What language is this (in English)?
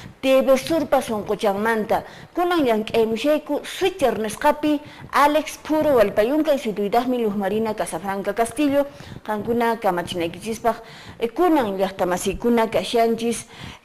Quechua